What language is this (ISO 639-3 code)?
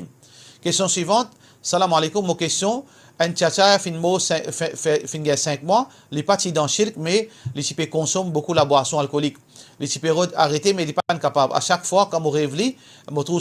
mfe